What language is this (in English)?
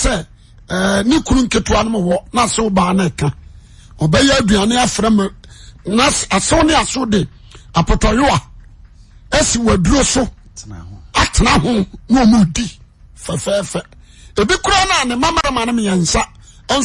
Akan